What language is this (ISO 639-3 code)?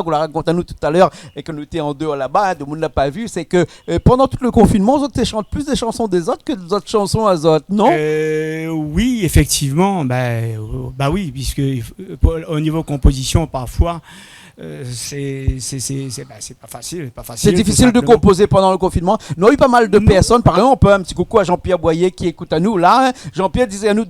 rcf